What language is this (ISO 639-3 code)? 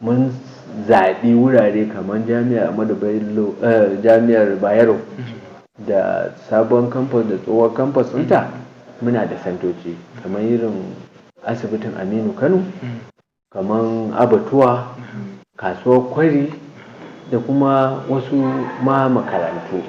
hau